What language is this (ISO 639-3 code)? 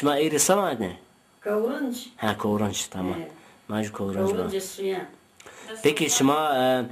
zza